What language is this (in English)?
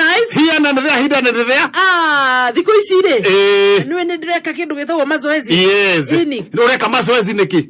Kikuyu